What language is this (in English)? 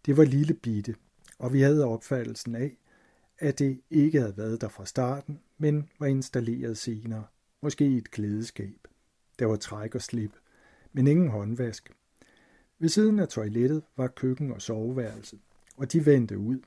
Danish